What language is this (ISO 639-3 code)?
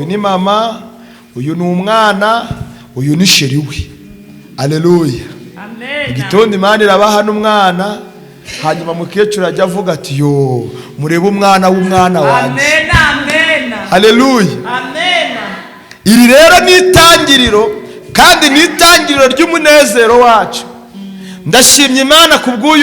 kin